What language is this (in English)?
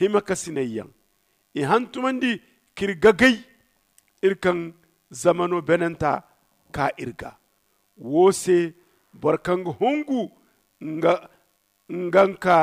Zarma